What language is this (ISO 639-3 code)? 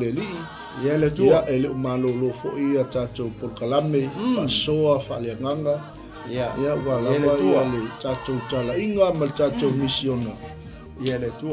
smo